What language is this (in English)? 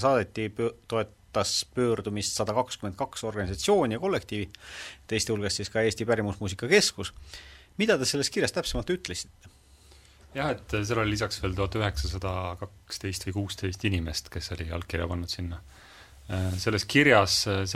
Estonian